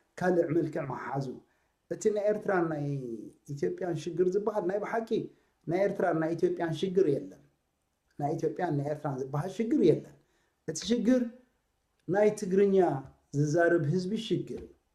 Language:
Tigrinya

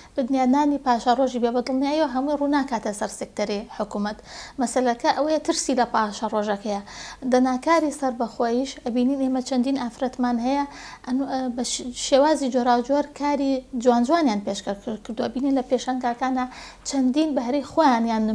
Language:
Central Kurdish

